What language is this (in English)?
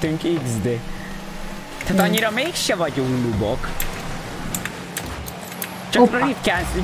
Hungarian